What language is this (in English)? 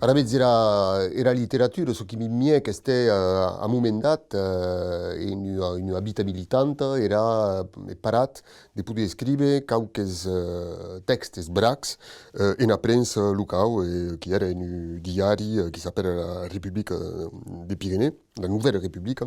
Occitan